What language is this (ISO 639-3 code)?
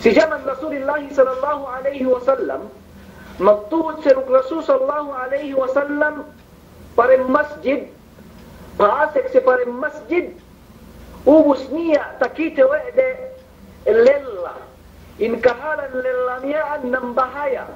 yka